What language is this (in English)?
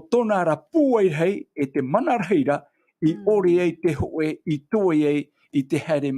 Tahitian